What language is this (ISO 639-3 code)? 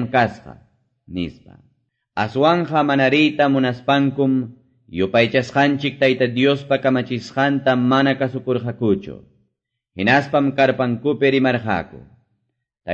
que